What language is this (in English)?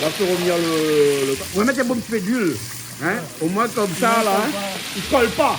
Réunion Creole French